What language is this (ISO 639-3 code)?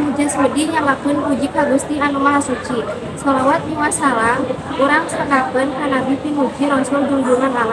sun